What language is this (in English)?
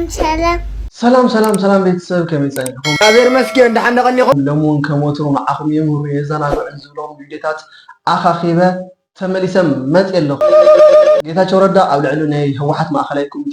Tigrinya